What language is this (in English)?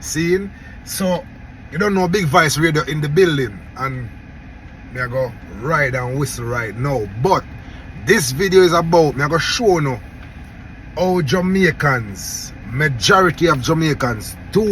Jamaican Creole English